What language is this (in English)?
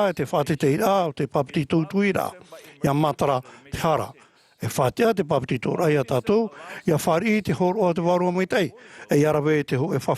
Tahitian